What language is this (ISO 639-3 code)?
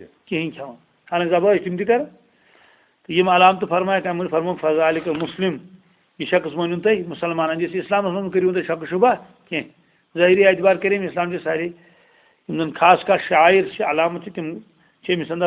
kas